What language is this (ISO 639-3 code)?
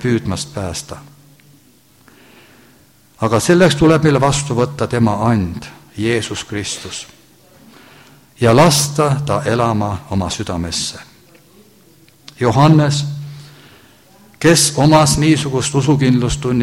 est